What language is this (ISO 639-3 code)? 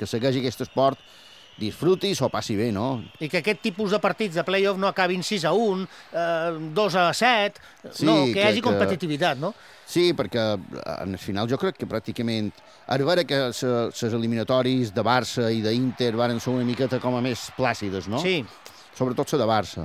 cat